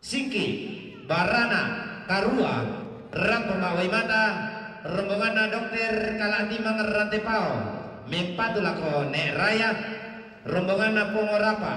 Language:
Toraja-Sa'dan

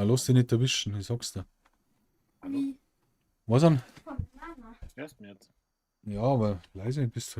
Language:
Bavarian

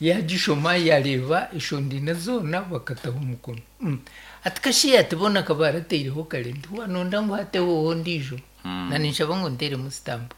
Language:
Nyankole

